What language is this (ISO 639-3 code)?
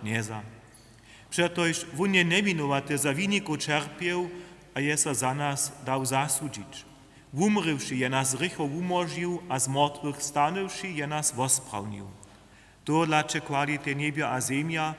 hsb